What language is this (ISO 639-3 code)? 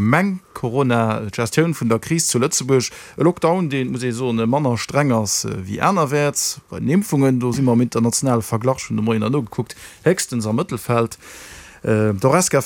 ltz